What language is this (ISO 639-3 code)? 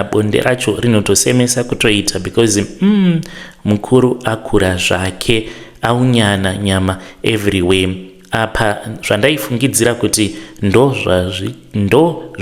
sna